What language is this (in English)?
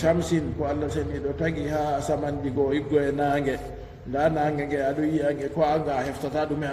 Fula